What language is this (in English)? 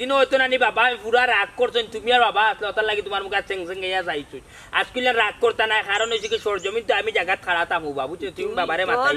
Sylheti